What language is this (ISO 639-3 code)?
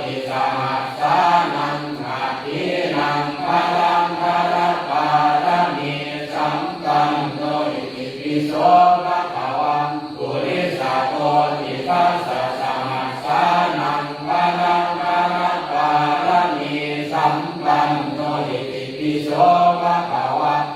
pli